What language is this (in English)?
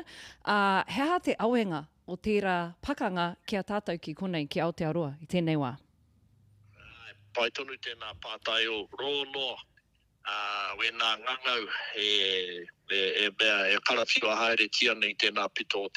Māori